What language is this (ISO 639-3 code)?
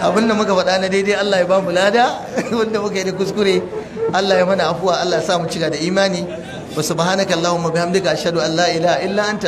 hau